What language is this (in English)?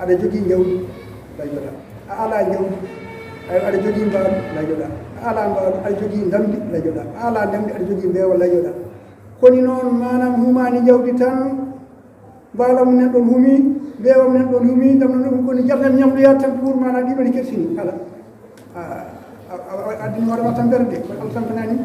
Fula